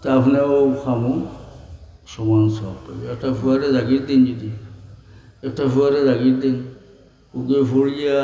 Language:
Sylheti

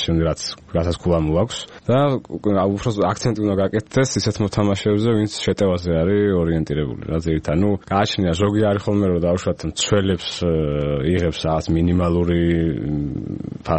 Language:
Georgian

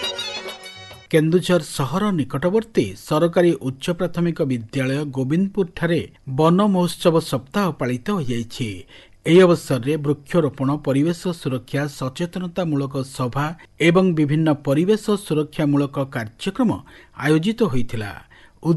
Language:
Odia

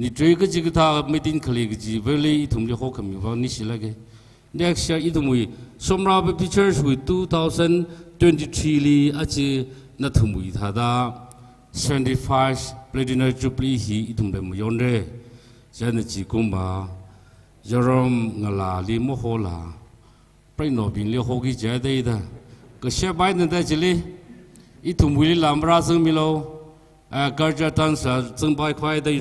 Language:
Tangkhul Naga (India)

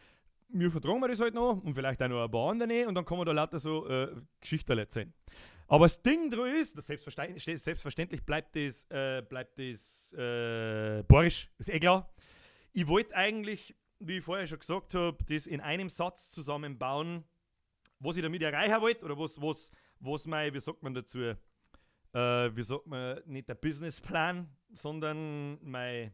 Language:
Bavarian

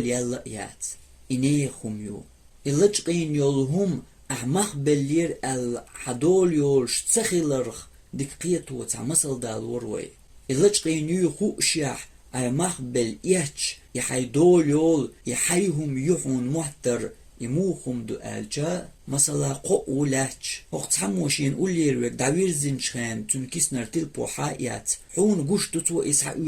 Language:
Chechen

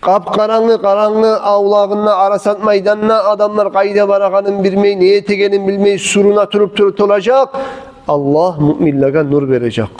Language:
Kumyk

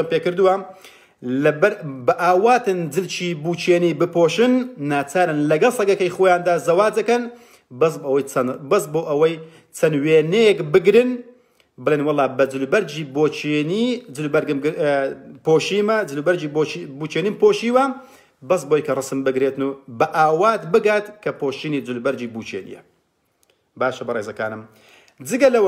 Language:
Central Kurdish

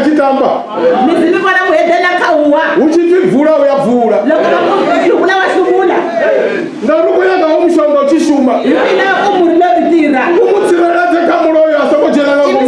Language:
Venda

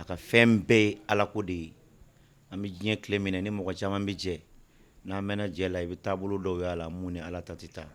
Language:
Bambara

